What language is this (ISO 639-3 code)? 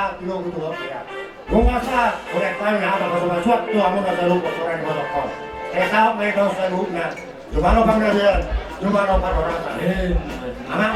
bbc